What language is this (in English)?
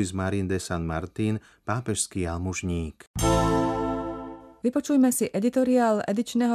Slovak